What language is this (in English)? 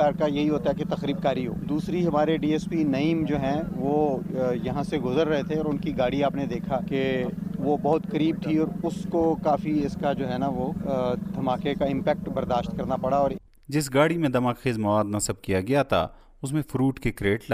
Urdu